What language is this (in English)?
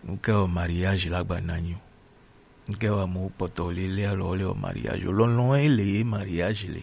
Gen